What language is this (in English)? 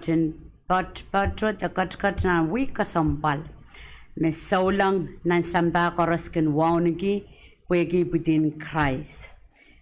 Pohnpeian